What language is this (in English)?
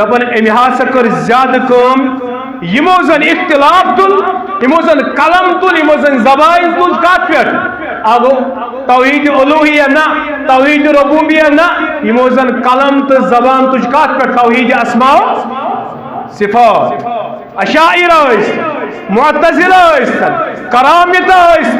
Kashmiri